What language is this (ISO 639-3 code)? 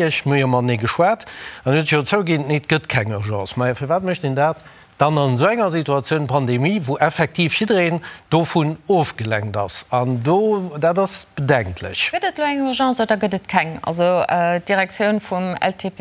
ltz